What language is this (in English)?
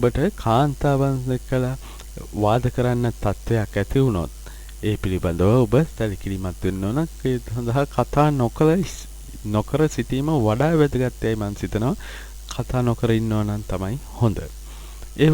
Sinhala